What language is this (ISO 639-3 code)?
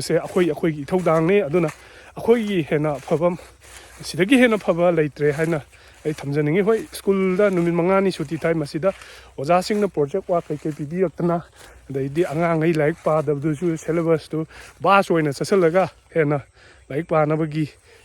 mni